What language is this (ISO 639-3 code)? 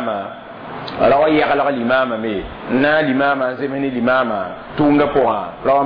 mos